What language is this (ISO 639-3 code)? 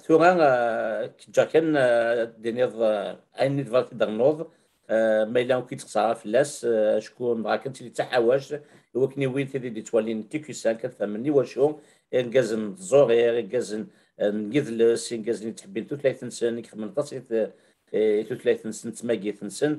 kab